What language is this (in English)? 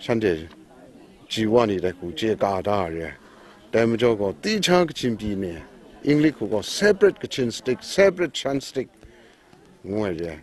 Kachin